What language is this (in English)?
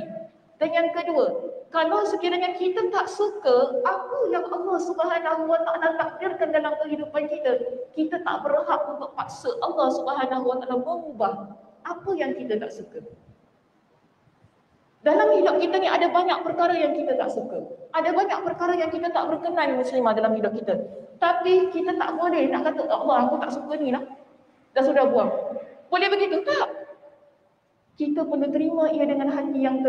Malay